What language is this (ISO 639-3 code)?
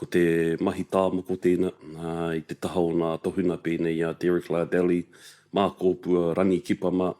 mri